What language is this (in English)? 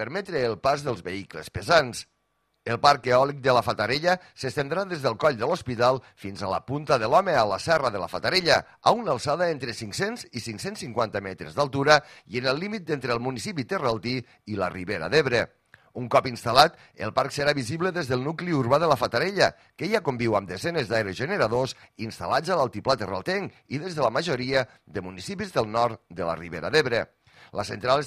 Catalan